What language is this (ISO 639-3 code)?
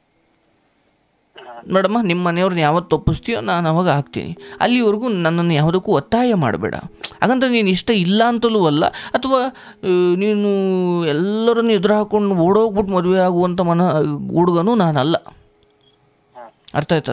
kan